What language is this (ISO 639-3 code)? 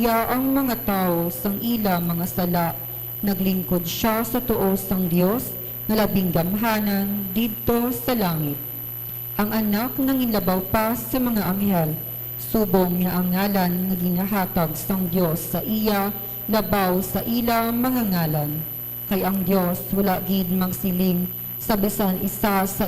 hil